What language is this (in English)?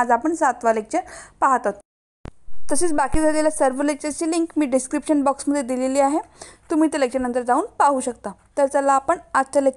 Marathi